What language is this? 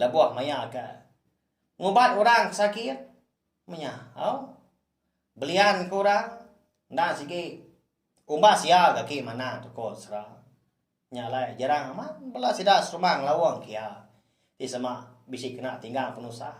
Iban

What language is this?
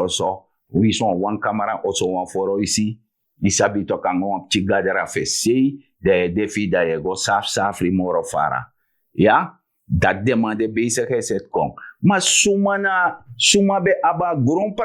Sranan Tongo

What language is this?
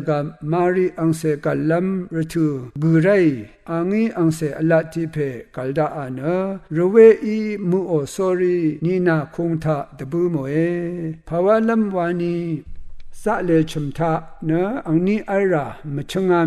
Rawang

